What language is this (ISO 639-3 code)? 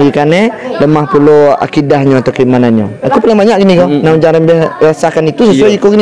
min